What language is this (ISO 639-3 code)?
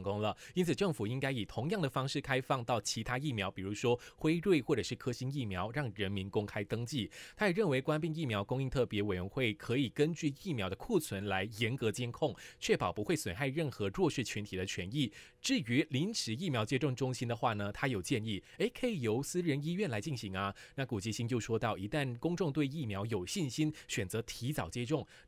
zho